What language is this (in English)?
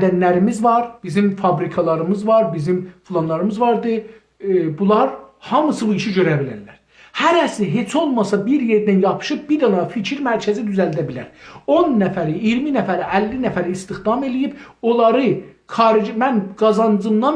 South Azerbaijani